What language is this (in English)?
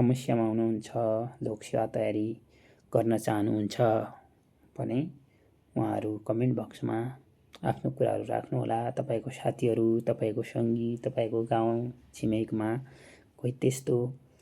Nepali